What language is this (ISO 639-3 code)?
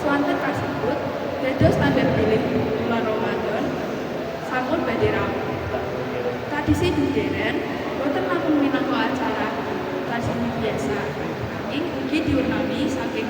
jav